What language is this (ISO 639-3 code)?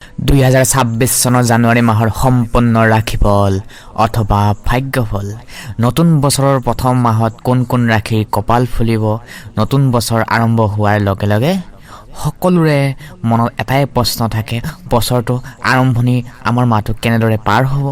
asm